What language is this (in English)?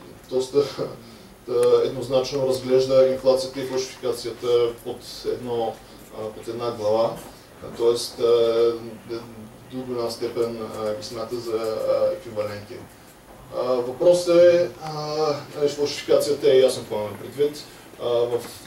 Bulgarian